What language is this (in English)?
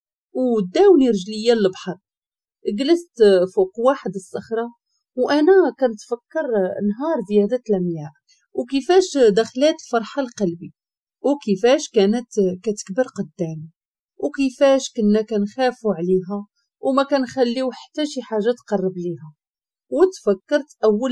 Moroccan Arabic